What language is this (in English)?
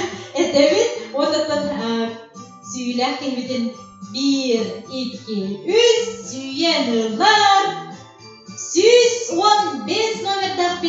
Yakut